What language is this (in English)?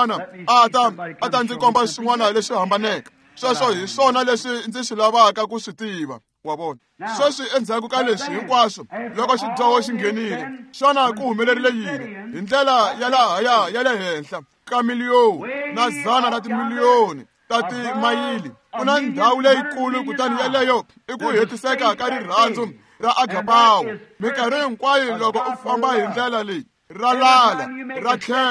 Tsonga